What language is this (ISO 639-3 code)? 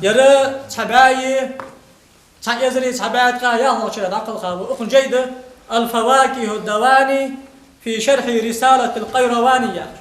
inh